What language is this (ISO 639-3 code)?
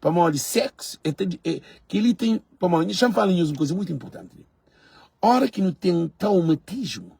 kea